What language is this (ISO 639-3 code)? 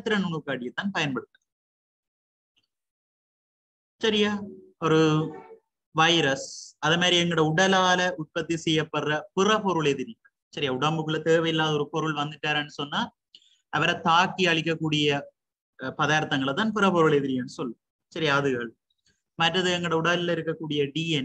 tam